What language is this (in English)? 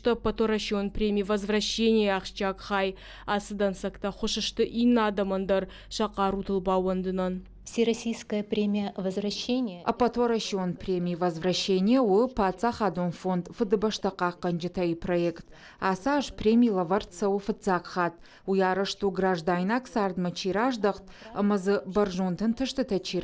Ossetic